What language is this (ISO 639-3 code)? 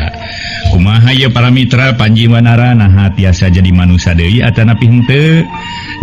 sun